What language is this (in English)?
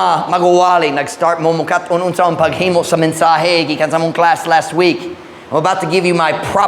Cebuano